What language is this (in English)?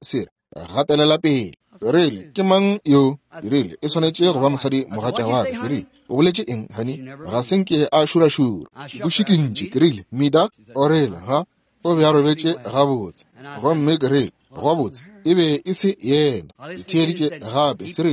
Northern Sotho